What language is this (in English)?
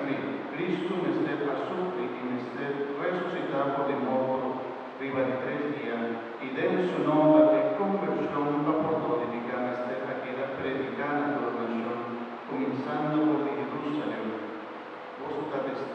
Papiamento